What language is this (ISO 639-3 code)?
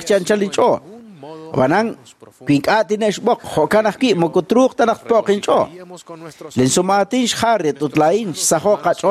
kek